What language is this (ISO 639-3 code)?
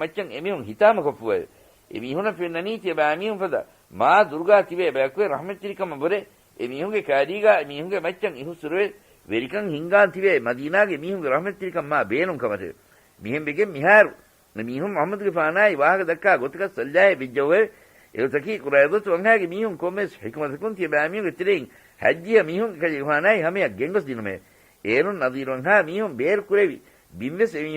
div